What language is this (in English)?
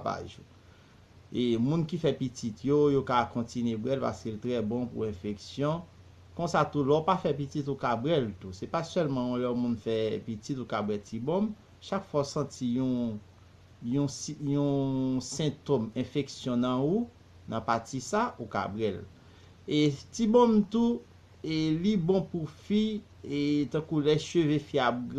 Haitian Creole